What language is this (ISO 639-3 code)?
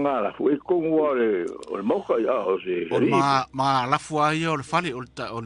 smo